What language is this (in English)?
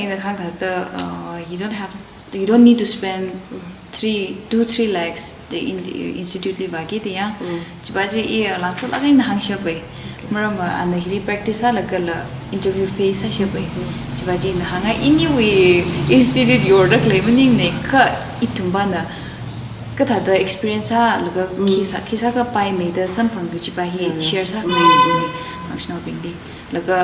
Tangkhul Naga (India)